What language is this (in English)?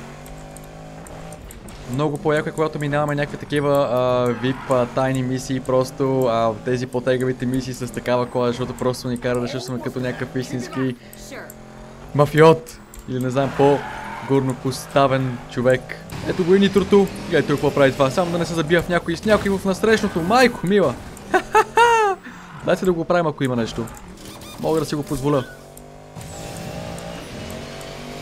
Bulgarian